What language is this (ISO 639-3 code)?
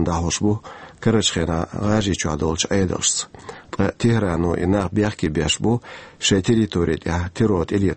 che